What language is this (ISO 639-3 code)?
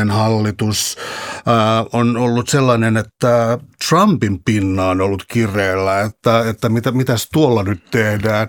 fin